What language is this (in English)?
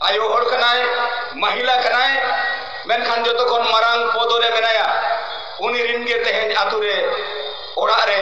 Santali